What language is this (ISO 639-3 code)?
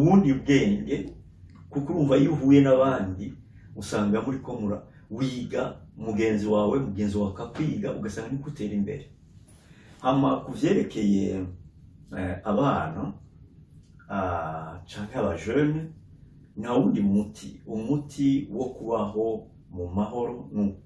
run